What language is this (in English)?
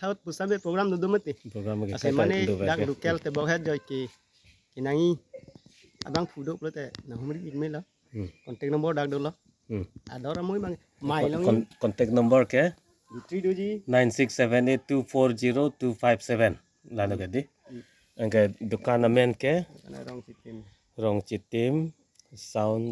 Karbi